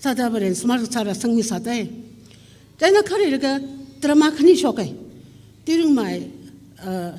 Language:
Tangkhul Naga (India)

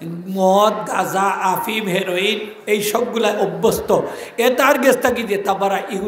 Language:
Sylheti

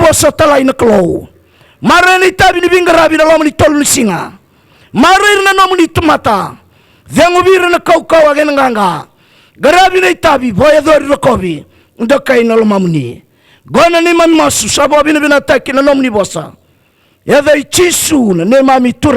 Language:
Fijian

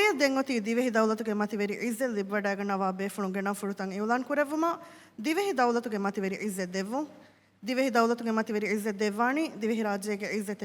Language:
Divehi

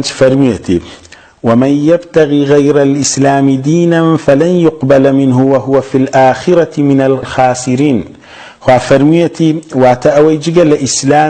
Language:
Central Kurdish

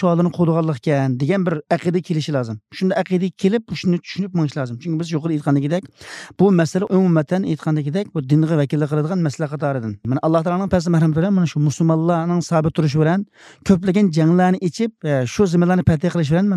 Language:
Uyghur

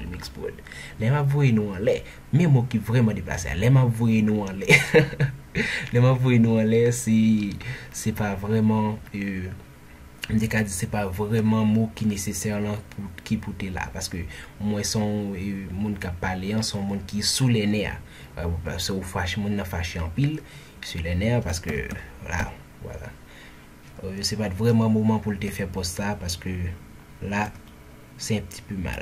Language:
Haitian Creole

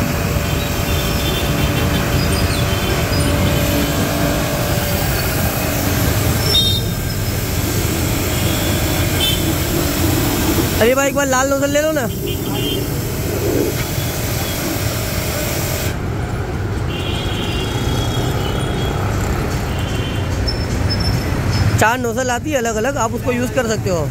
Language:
Hindi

